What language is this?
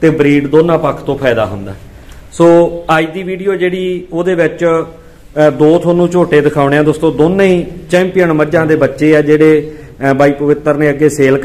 Punjabi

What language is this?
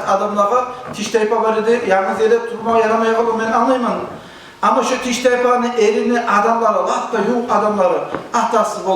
Kumyk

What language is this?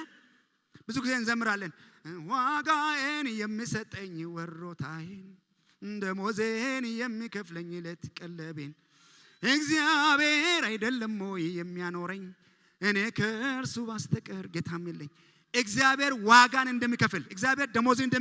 Amharic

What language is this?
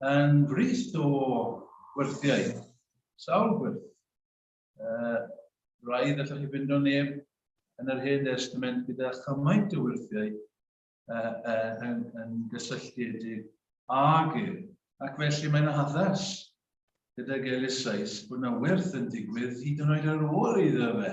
Welsh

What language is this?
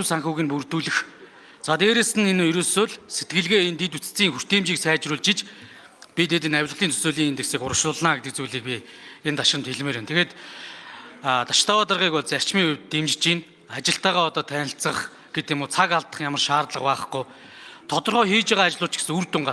Mongolian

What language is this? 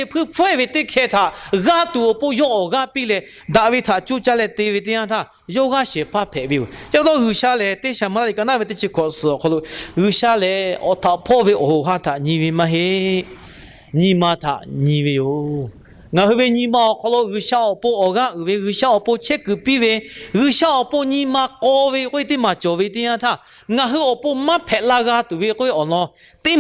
Lahu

